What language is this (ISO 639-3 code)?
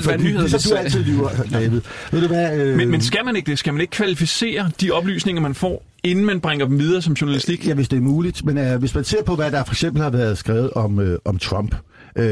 dan